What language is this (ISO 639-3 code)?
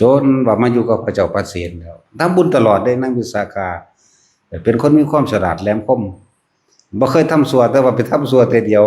tts